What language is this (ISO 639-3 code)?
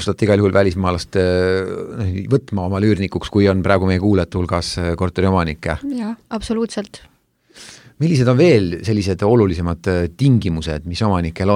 est